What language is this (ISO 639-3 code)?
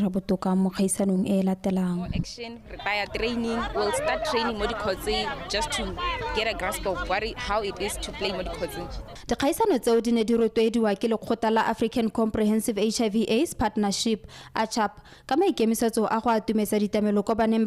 tsn